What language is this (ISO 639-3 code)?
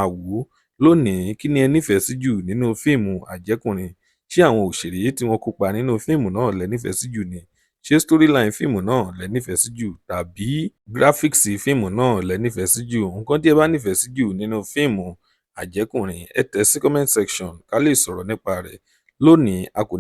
yor